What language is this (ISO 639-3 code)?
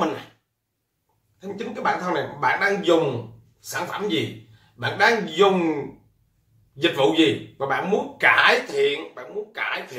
vie